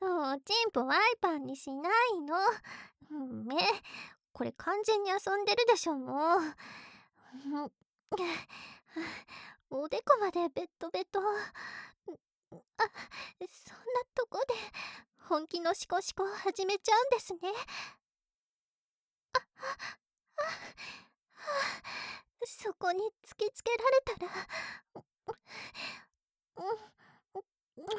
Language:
Japanese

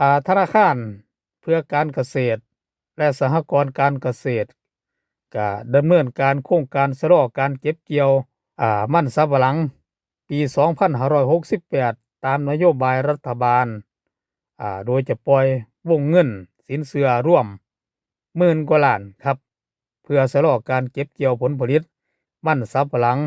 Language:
Lao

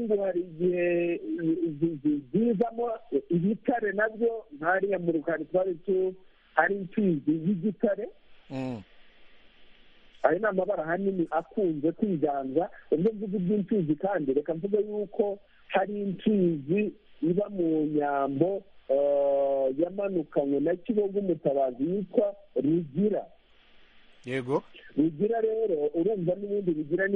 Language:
Kinyarwanda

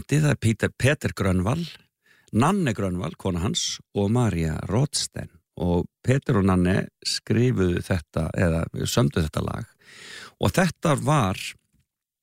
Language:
Icelandic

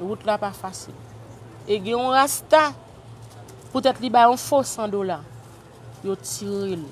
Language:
Haitian Creole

